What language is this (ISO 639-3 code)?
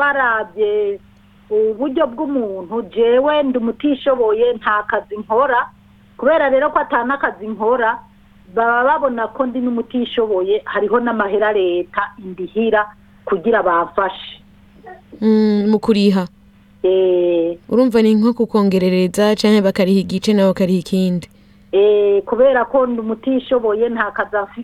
run